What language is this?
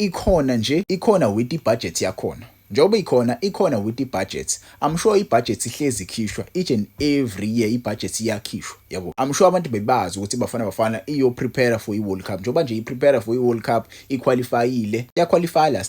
Zulu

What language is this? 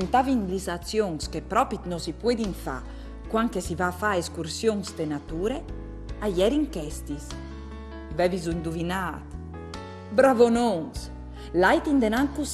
Friulian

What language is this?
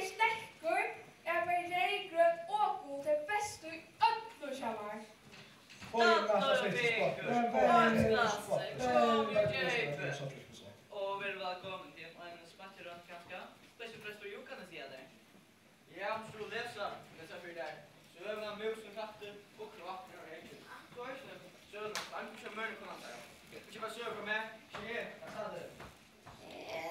Faroese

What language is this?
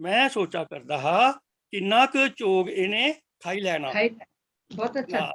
Dogri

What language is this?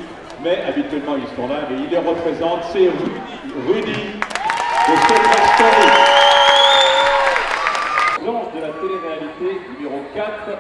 French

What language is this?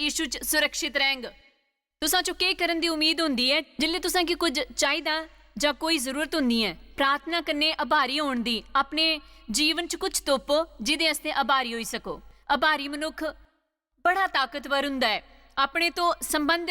Dogri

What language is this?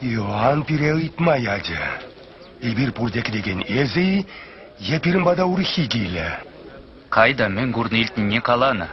Chuvash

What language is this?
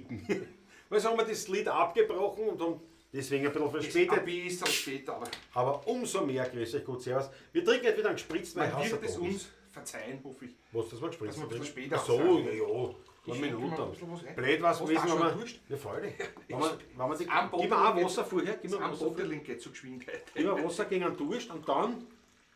Bavarian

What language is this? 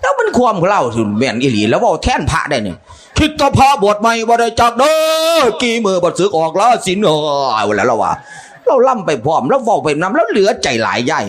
Northeastern Thai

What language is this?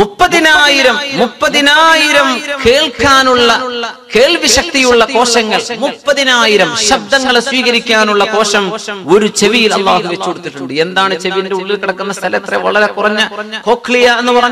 Malayalam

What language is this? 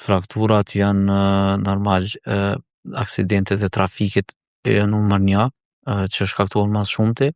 Albanian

